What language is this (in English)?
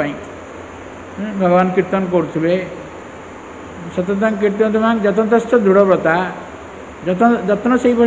Odia